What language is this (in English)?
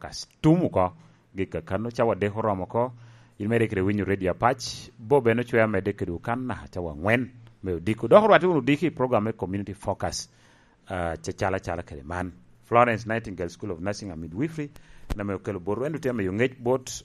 Lango (Uganda)